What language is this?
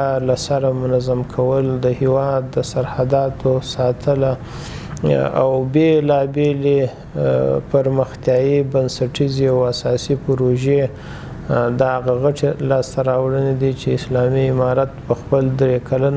Pashto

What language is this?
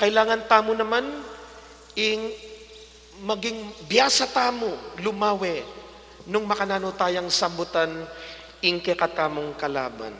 Pampanga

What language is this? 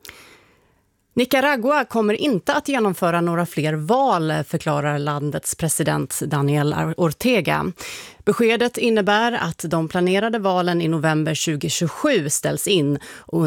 Swedish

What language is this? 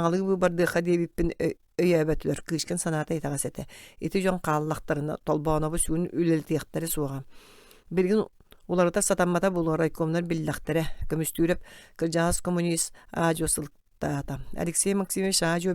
Yakut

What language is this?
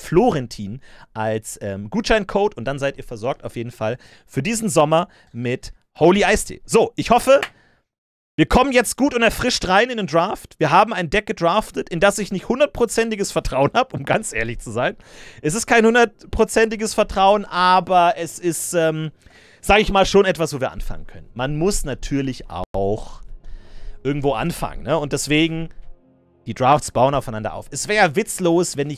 German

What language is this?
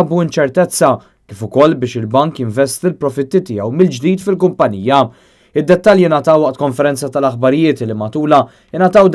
Maltese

